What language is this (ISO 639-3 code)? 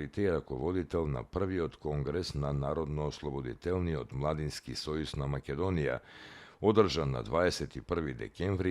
mkd